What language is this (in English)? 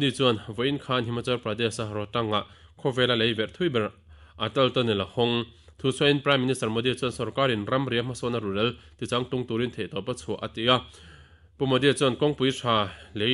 Mizo